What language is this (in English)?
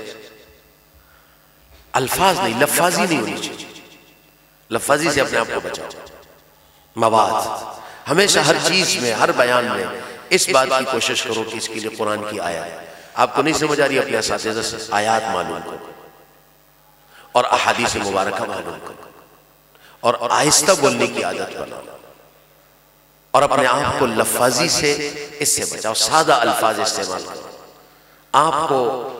Urdu